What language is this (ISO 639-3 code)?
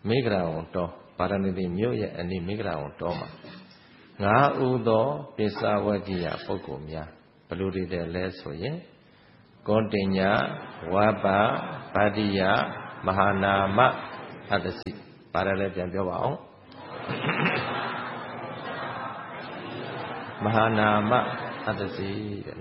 mya